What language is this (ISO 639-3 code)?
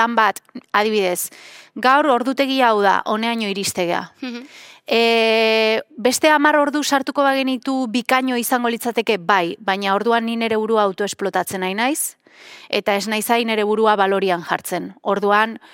eus